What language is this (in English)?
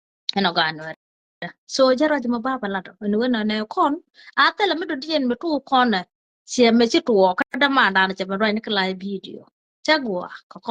Nuer